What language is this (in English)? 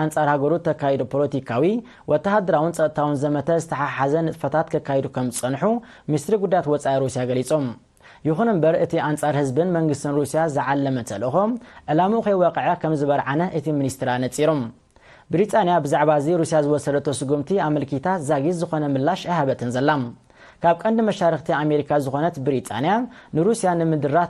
Tigrinya